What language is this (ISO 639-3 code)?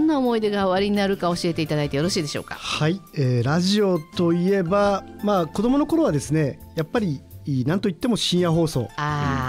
jpn